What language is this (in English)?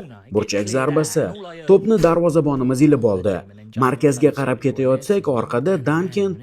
Uzbek